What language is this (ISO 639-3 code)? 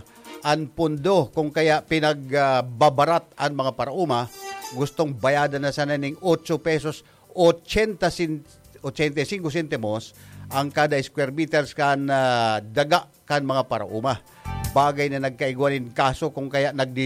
bik